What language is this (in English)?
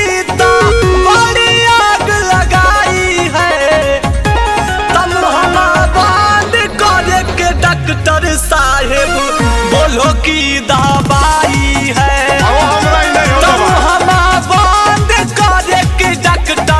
Magahi